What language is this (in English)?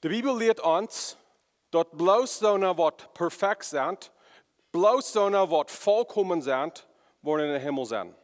Plautdietsch